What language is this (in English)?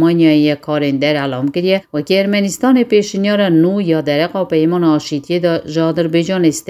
Kurdish